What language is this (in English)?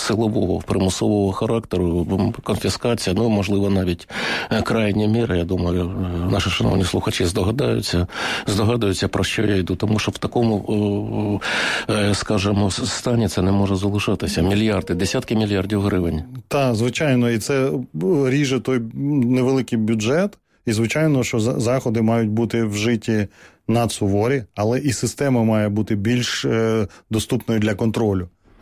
Ukrainian